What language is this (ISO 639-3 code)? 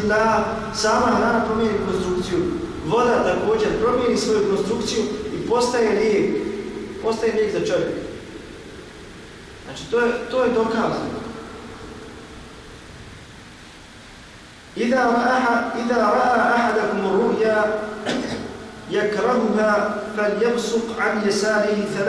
bos